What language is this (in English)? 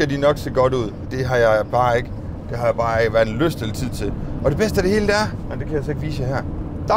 Danish